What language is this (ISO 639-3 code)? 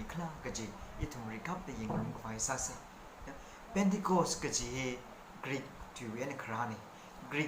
nmf